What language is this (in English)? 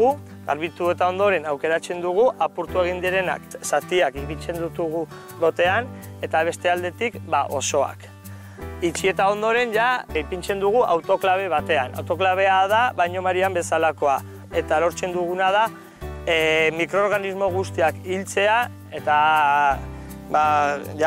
Basque